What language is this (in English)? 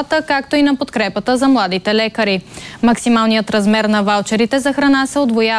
Bulgarian